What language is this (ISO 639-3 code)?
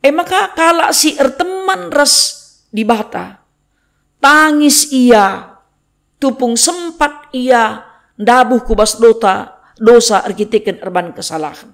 btx